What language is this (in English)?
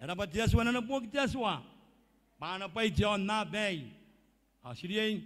Gilbertese